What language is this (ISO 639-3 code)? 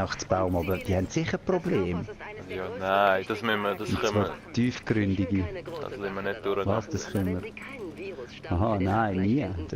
gsw